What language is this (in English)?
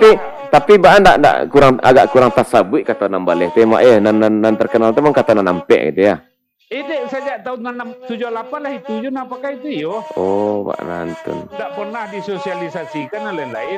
Minangkabau